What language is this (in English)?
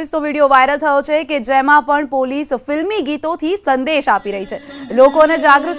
Gujarati